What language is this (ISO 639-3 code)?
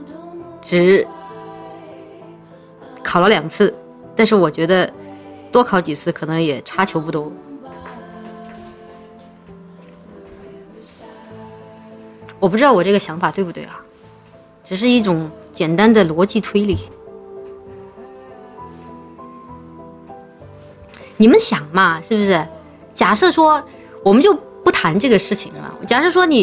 zho